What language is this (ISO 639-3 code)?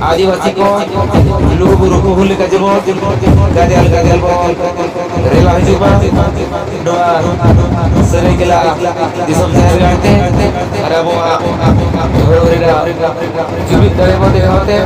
sat